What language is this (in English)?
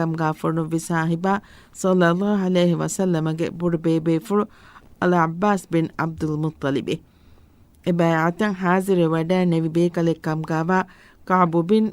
Divehi